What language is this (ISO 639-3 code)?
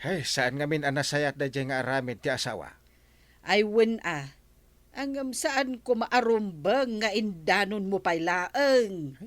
ilo